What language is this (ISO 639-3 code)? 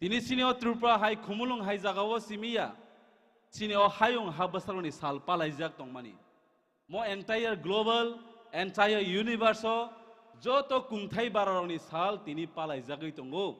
trp